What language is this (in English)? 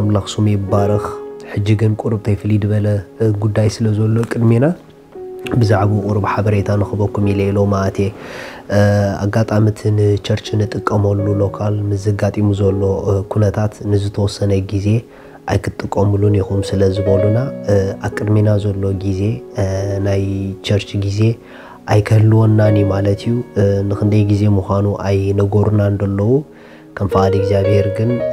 Tigrinya